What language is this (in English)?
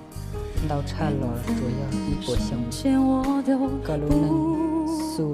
Hmong